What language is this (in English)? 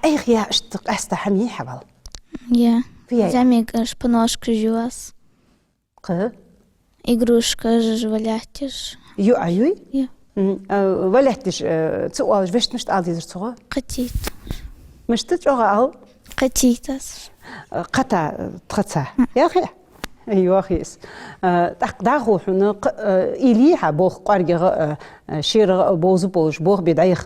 Ingush